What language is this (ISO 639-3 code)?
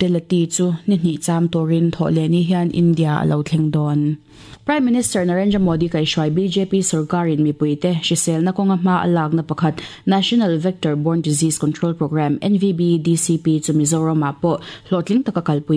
lus